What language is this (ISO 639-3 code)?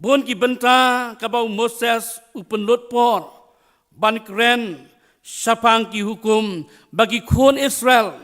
kha